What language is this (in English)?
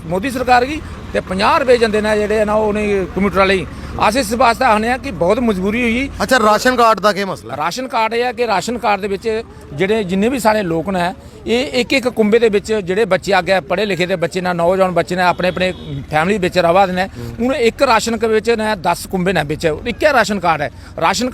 Dogri